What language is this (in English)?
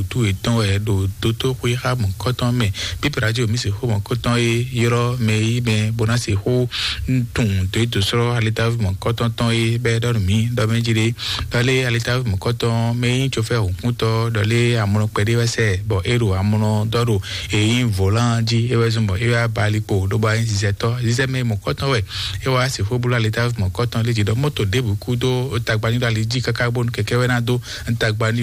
Fon